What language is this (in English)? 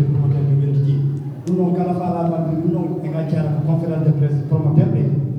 Fula